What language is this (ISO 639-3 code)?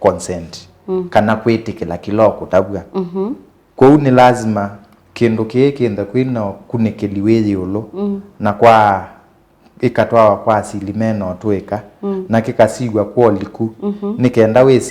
kam